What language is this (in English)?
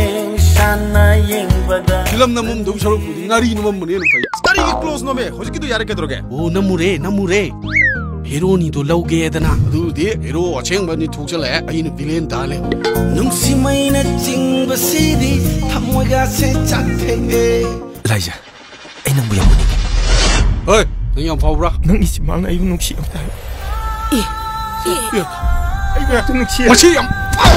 Manipuri